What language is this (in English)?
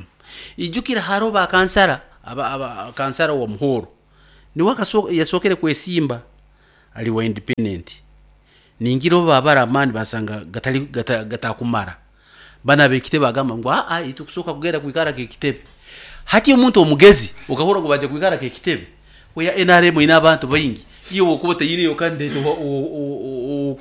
Nyankole